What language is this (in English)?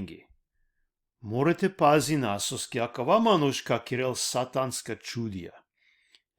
Balkan Romani